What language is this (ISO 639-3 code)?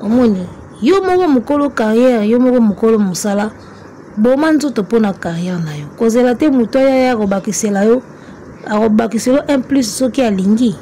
lin